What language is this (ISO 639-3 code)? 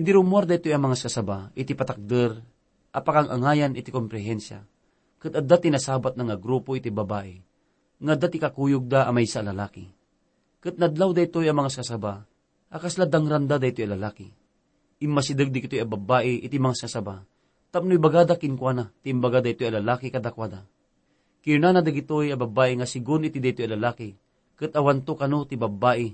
ilo